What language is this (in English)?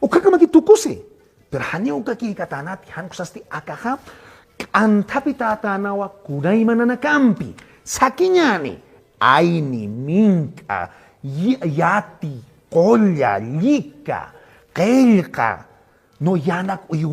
Aymara